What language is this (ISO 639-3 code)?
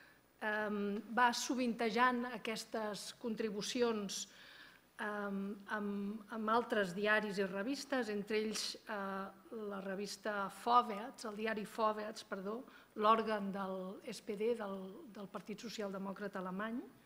cat